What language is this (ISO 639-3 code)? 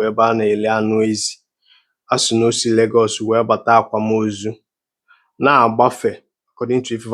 ibo